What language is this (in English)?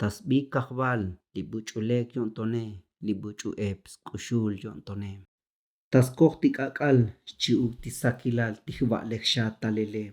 Tzotzil